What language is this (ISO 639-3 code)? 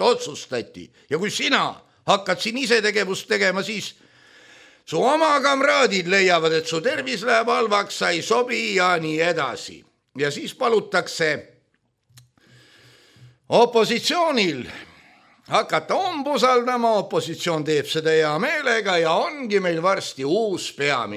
est